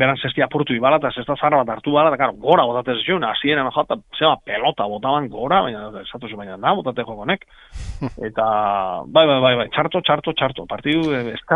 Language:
Basque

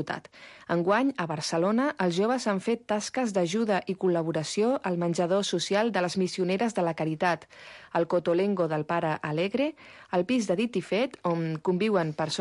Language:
Catalan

